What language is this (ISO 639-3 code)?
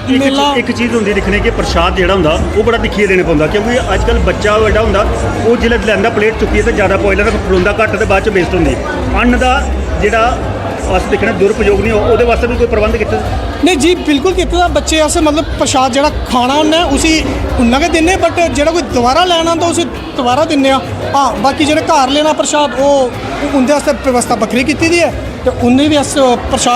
doi